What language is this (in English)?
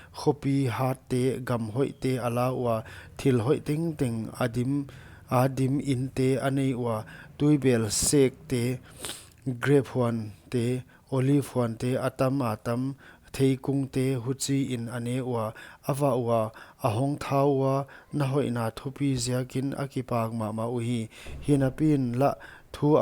Paite Chin